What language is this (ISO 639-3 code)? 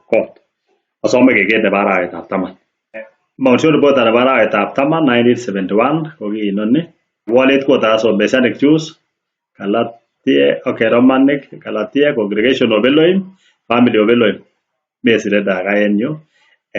kln